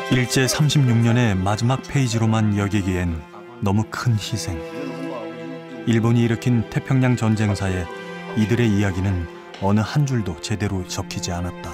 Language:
Korean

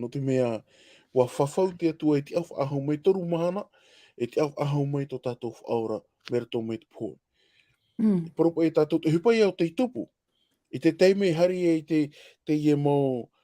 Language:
Tahitian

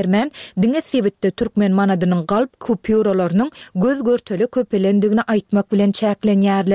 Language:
Turkmen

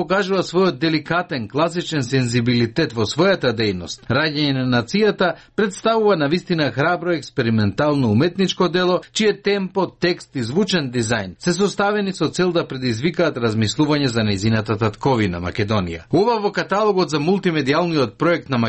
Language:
Macedonian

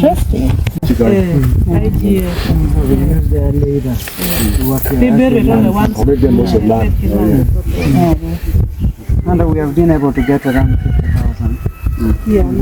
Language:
Acoli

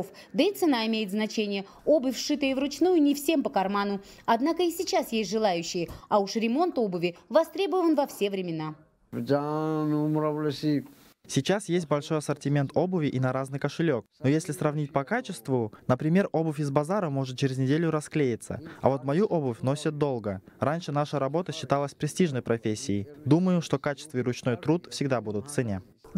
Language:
Russian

